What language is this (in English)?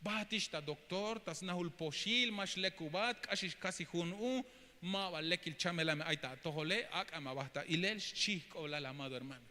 Tzeltal